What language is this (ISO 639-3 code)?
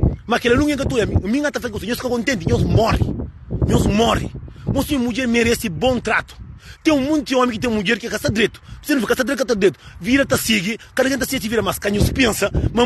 kea